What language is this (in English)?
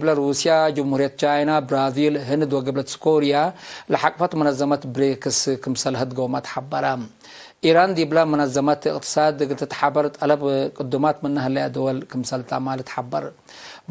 Tigre